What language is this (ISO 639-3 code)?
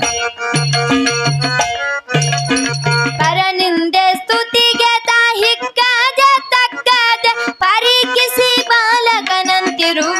kan